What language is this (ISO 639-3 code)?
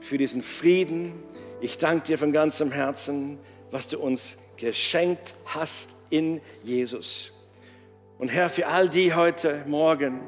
gsw